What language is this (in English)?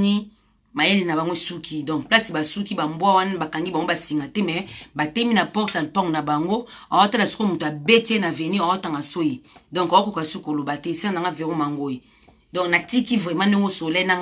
Lingala